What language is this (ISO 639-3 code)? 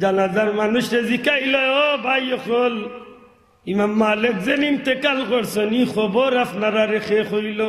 syl